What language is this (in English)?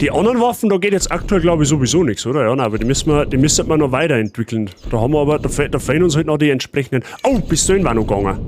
Bavarian